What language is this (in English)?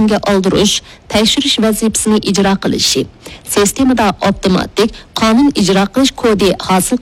Uyghur